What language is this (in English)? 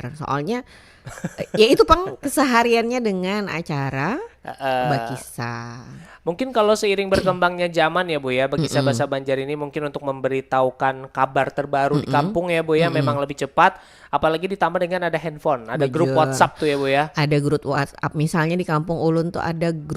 Banjar